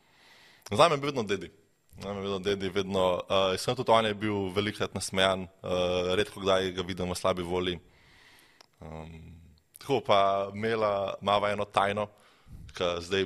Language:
Slovenian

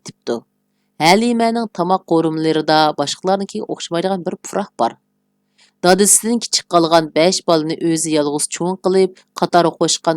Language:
Uyghur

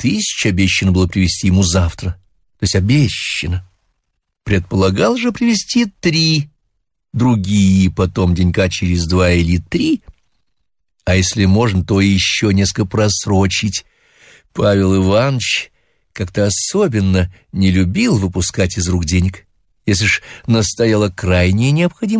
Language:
Russian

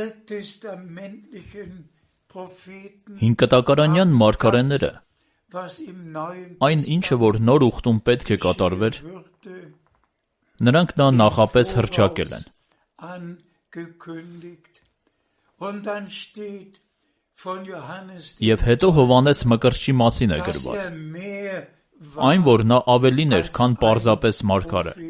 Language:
Armenian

